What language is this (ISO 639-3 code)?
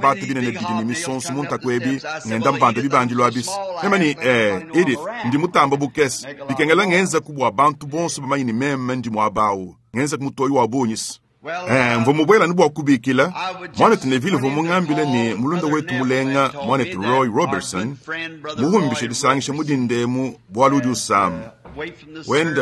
lua